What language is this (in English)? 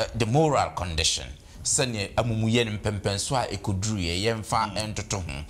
Akan